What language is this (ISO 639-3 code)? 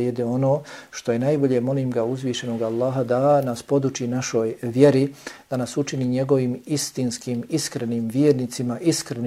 bos